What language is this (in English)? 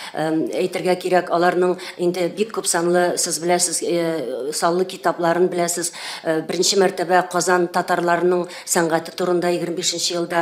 Tatar